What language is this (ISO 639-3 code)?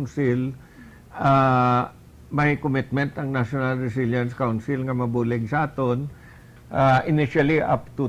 hil